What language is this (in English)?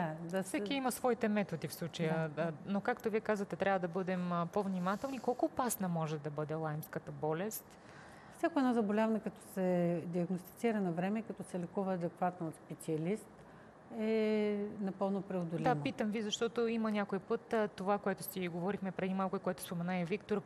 Bulgarian